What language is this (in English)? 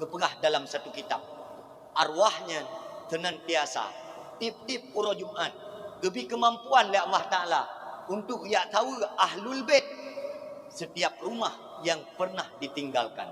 Achinese